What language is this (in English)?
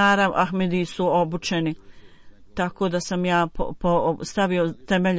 Bosnian